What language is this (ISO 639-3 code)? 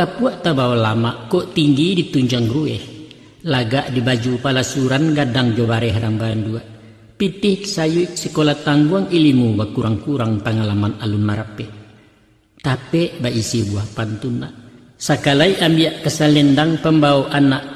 min